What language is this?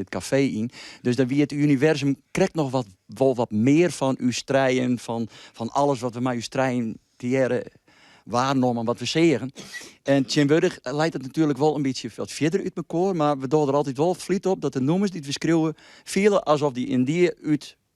Western Frisian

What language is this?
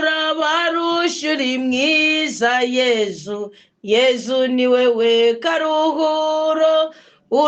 Rundi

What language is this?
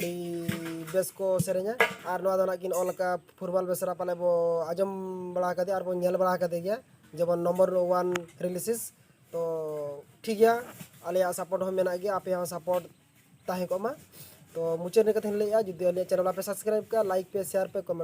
Santali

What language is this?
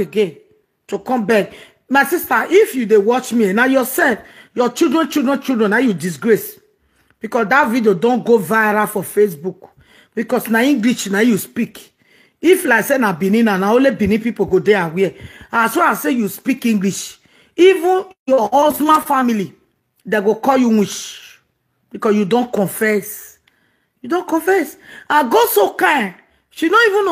Nigerian Pidgin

